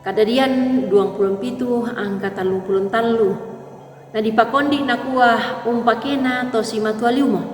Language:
Toraja-Sa'dan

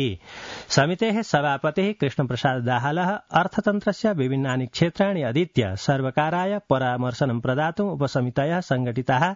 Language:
Sanskrit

